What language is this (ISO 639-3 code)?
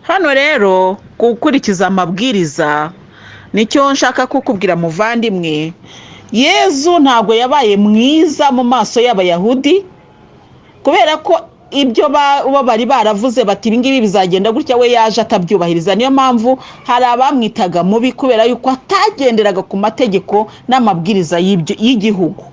kin